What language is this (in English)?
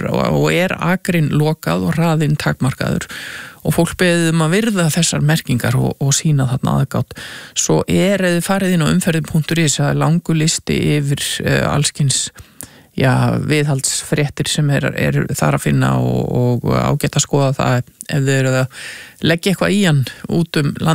Icelandic